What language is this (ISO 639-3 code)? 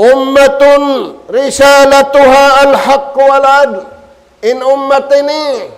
tsg